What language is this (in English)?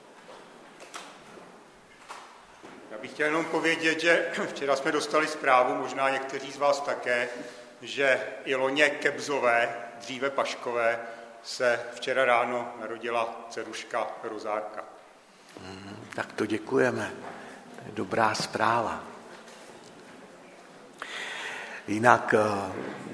Czech